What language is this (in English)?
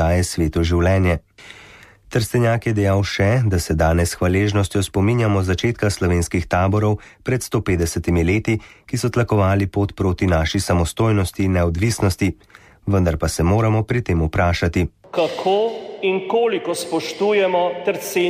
Slovenian